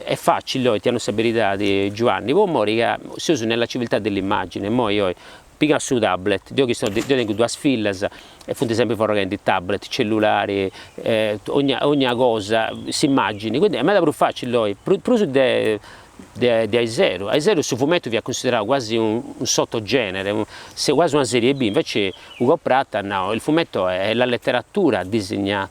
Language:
Sardinian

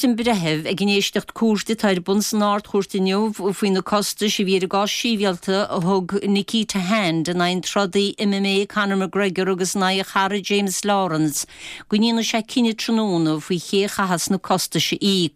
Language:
Irish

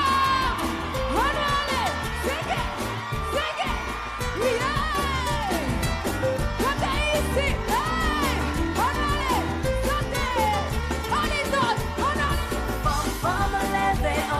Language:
Seselwa Creole French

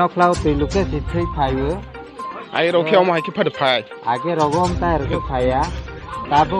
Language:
Kok Borok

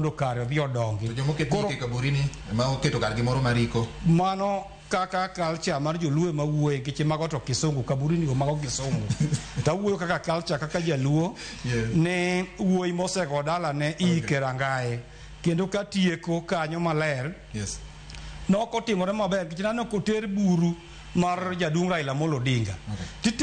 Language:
Luo (Kenya and Tanzania)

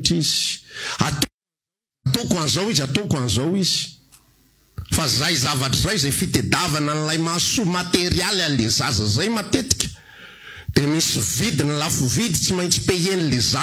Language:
Malagasy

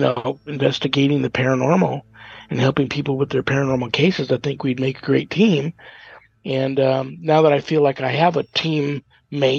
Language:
English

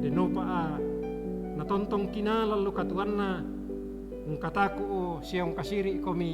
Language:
Toraja-Sa'dan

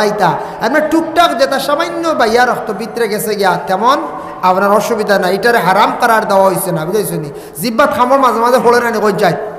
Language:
Sylheti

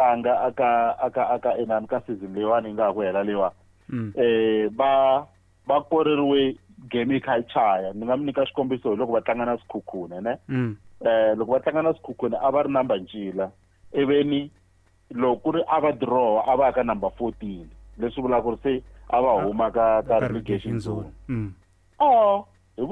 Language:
Tsonga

